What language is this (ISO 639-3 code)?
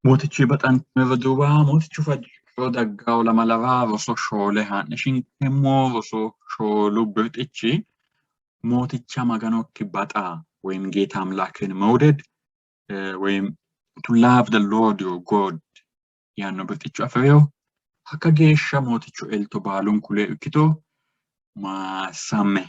sid